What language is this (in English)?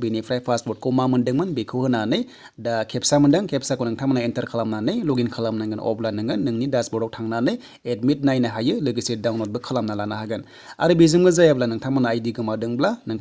Bodo